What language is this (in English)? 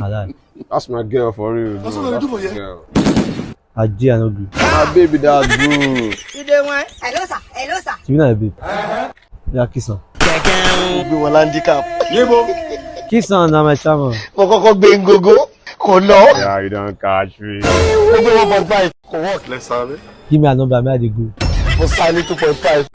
Nigerian Pidgin